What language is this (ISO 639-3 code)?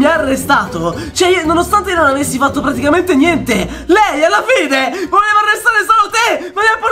ita